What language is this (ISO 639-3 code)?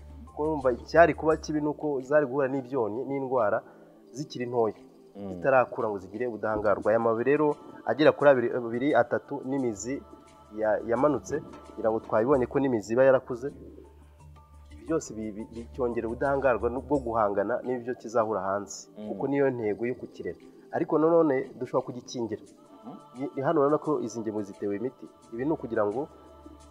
kin